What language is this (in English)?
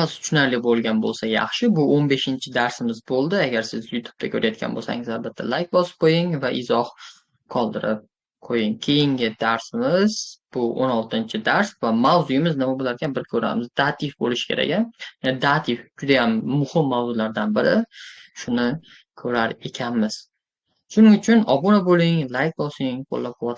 Uzbek